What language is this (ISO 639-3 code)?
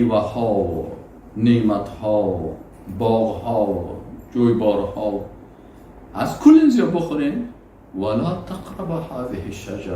fas